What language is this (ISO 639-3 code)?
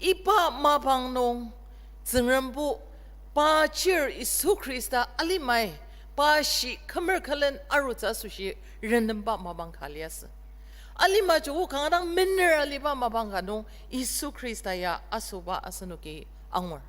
njo